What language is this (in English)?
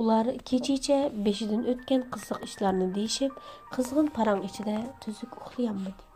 Uyghur